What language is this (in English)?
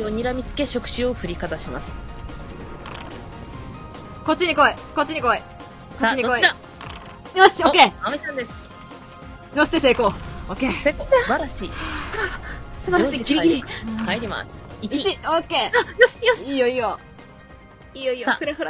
Japanese